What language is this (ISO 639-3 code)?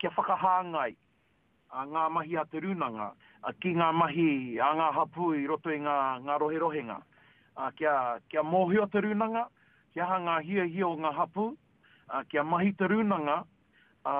mri